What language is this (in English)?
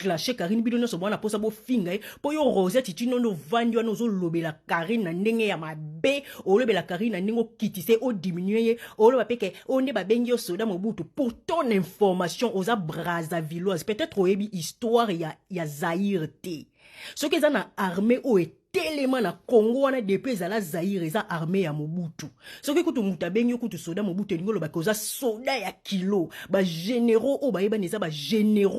Lingala